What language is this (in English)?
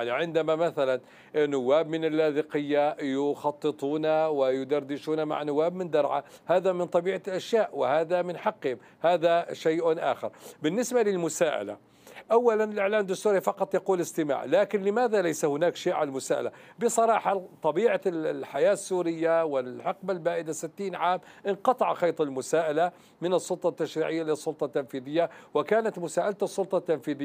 Arabic